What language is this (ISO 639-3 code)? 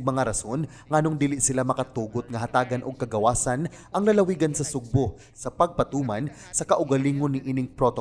ceb